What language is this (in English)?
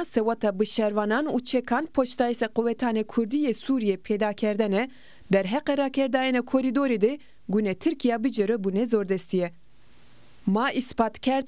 Zaza